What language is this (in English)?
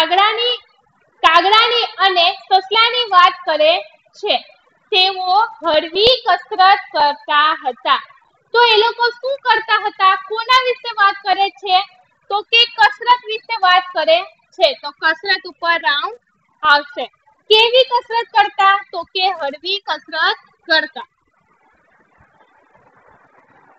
Gujarati